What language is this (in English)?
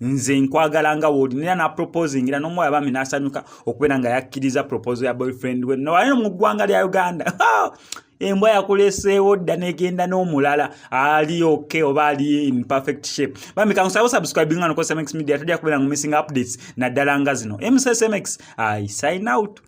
Ganda